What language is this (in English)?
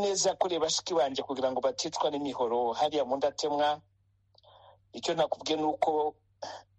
Kinyarwanda